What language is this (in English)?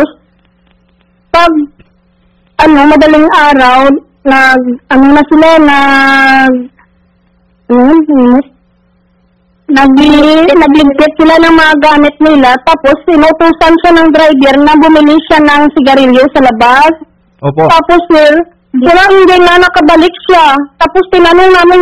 Filipino